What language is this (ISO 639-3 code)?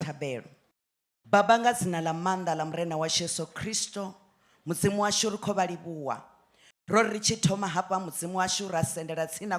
ven